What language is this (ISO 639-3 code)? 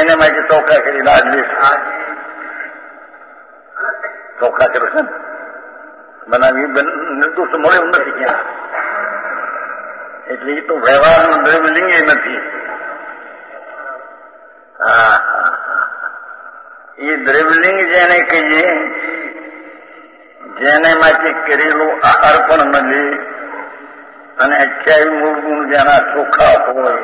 guj